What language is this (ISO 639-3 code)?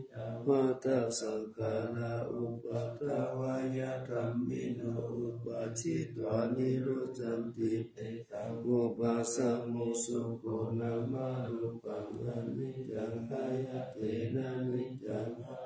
pli